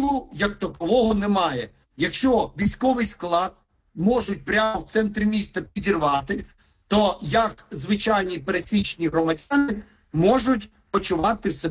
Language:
Ukrainian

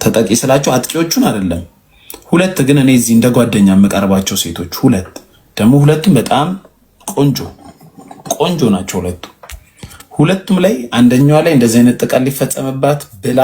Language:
Amharic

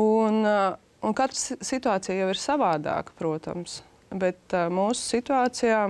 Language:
Latvian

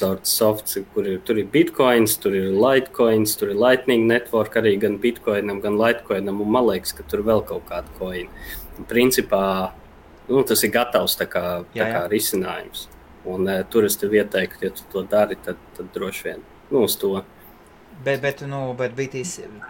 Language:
Latvian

